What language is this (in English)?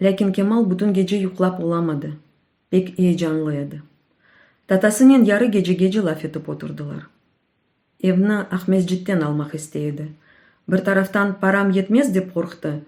Crimean Tatar